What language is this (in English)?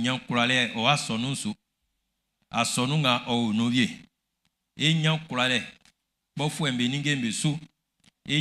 Baoulé